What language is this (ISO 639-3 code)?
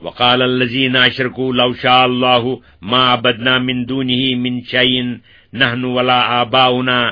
kas